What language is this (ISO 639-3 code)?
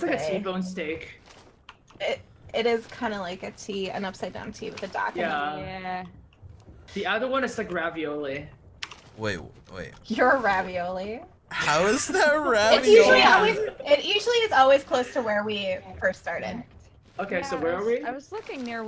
eng